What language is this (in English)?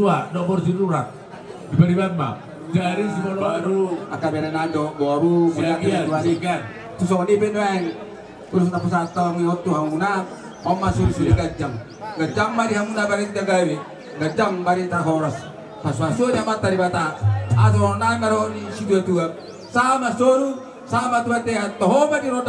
Batak Toba